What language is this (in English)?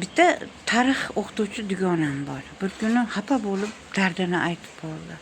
Uzbek